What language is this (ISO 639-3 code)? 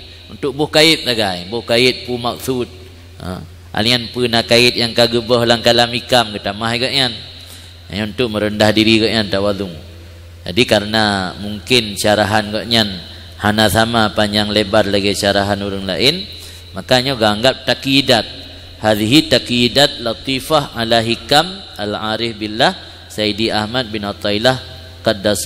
ace